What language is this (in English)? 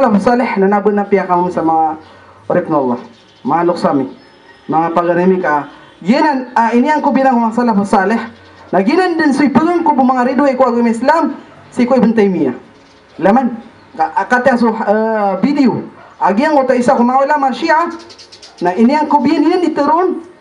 Maranao